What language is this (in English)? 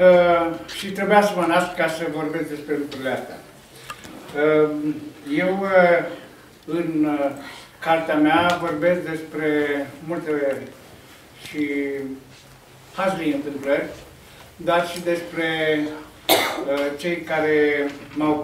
Romanian